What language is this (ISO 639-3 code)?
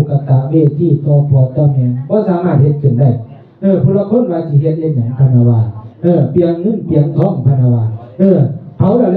tts